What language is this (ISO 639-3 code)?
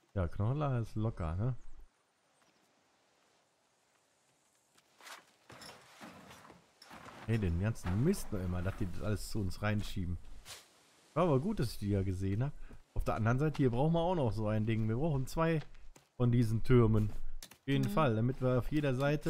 deu